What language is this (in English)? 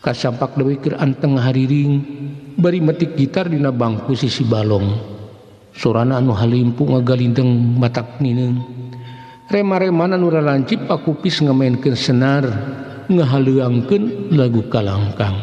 Sundanese